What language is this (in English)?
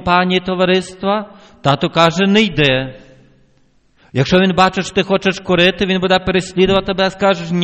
Ukrainian